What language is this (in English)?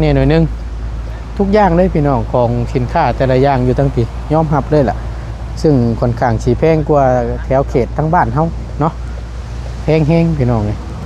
Northeastern Thai